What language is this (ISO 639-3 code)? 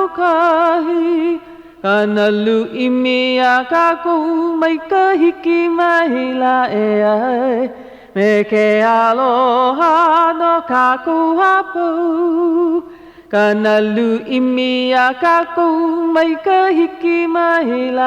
haw